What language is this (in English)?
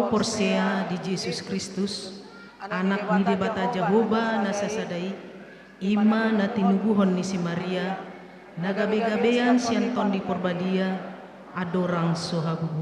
Batak Toba